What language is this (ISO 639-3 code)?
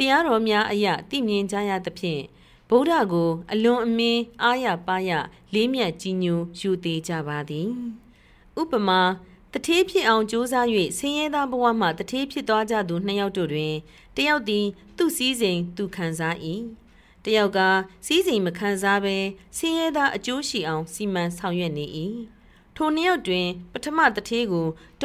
mya